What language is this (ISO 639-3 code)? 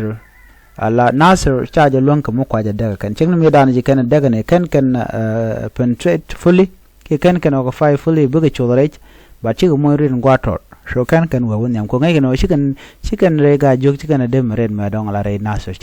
nus